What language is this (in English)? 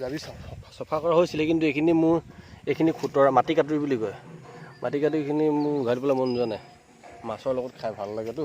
Assamese